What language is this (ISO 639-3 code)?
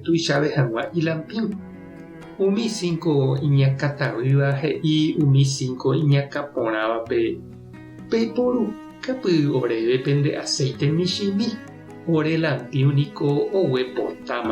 grn